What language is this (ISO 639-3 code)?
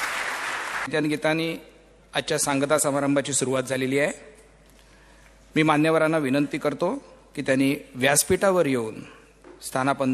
mar